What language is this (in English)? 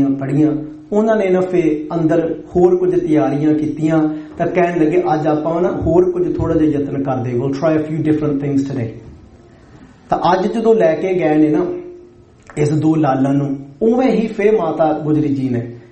Punjabi